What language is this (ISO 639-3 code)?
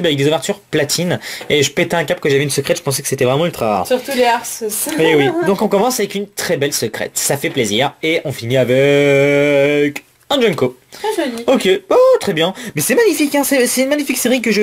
fra